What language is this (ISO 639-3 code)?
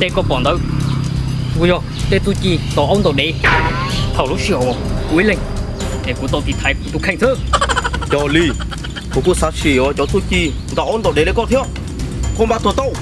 hmn